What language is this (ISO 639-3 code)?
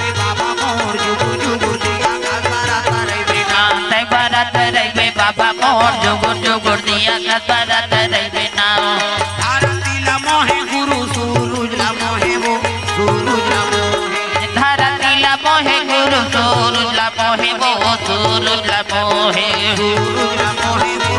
hne